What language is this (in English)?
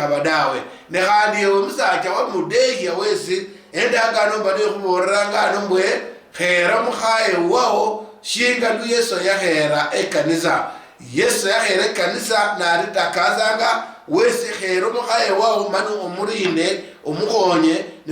Luyia